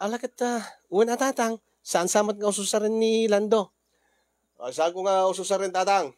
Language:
Iloko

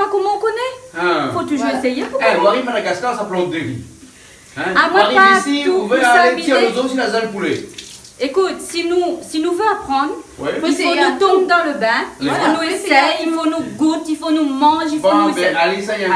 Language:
Réunion Creole French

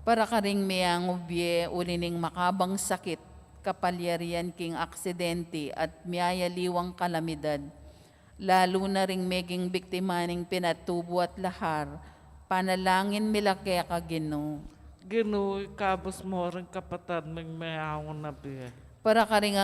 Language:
Pampanga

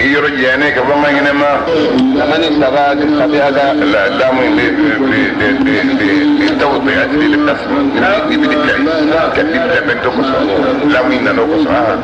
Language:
Bambara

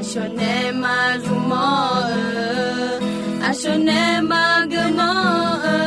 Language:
Akha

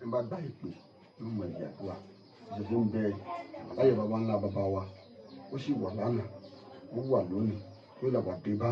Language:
Yoruba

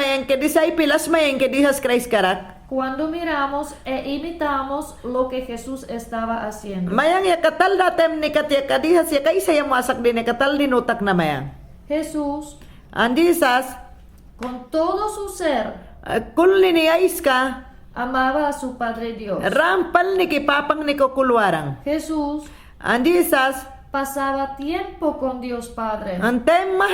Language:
Mayangna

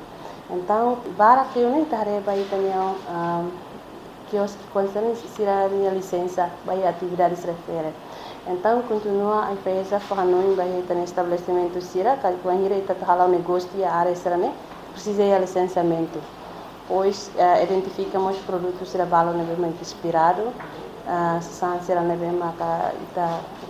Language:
Tetum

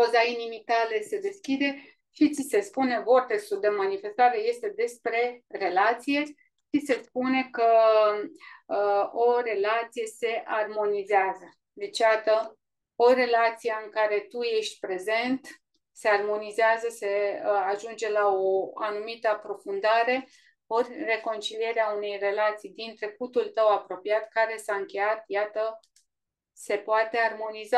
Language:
Romanian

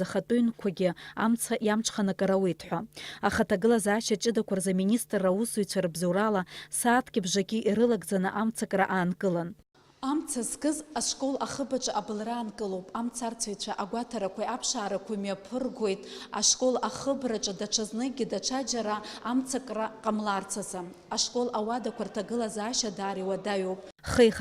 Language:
Abkhazian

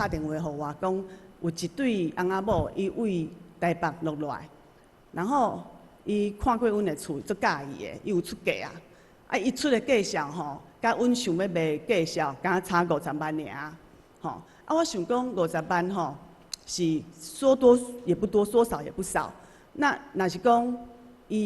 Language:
Min Nan Chinese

